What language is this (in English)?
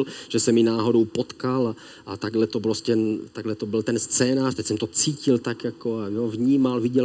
Czech